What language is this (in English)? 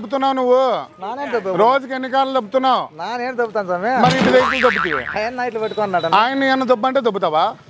Telugu